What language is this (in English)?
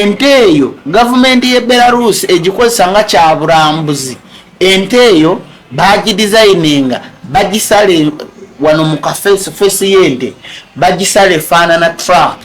Ganda